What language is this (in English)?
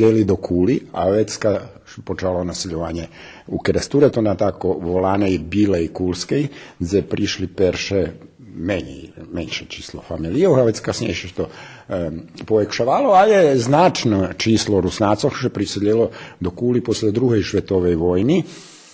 Rusyn